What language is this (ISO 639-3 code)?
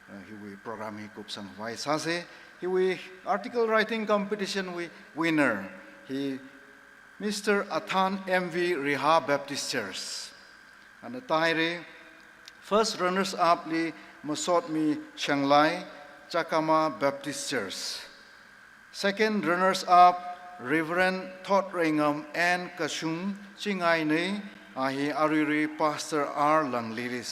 nmf